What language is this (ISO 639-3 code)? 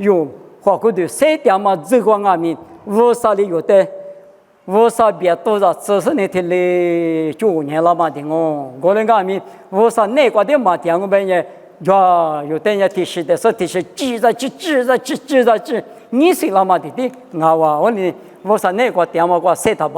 lis